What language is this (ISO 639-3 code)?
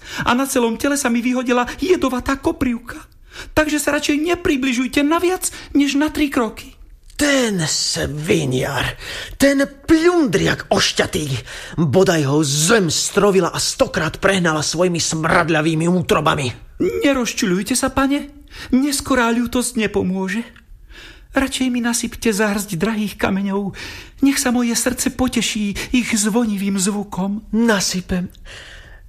slk